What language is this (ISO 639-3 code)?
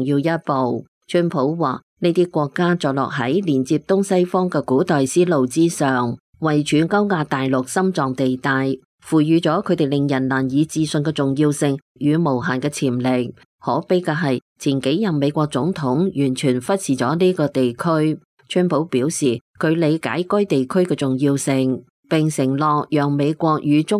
yue